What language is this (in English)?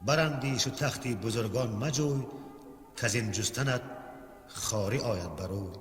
Tajik